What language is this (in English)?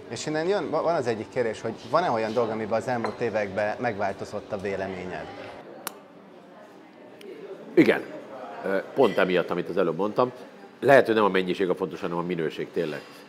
Hungarian